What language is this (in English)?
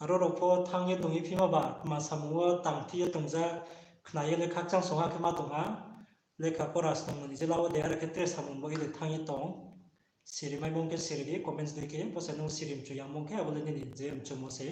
Riang (India)